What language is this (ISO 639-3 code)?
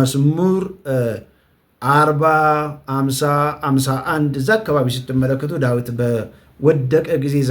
amh